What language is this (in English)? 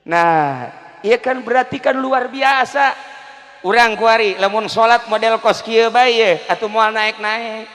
Sundanese